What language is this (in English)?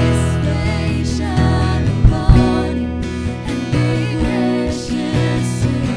Waray